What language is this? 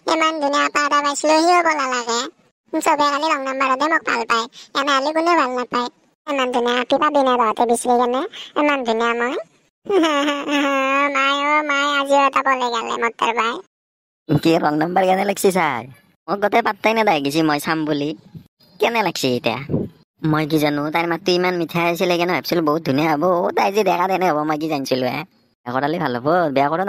Assamese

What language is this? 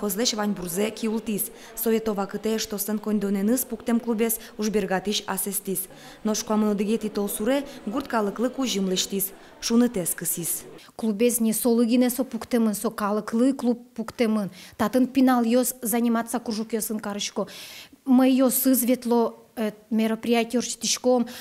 Udmurt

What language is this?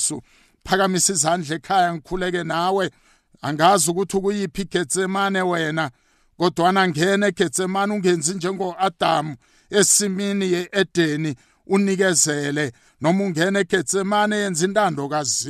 South Ndebele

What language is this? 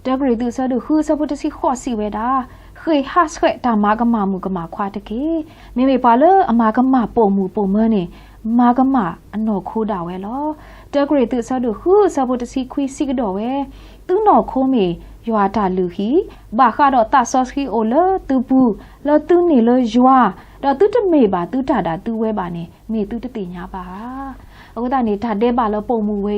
S'gaw Karen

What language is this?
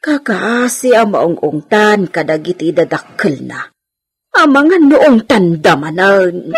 Iloko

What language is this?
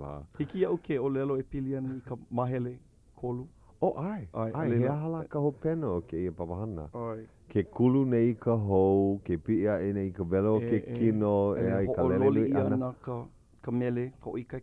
Hawaiian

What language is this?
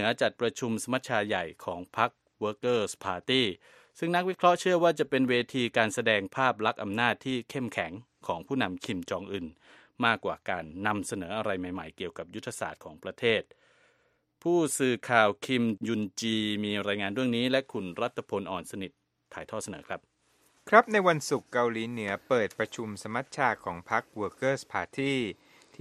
Thai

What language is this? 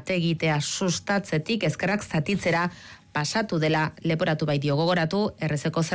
Basque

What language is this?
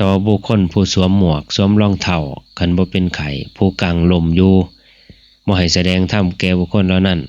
Northeastern Thai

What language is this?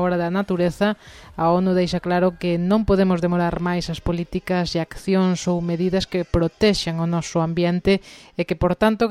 Galician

